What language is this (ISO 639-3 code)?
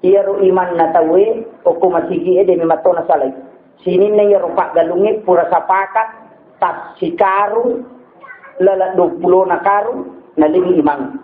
bug